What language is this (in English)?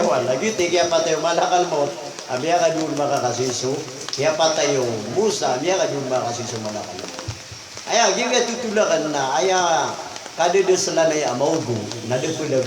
Maranao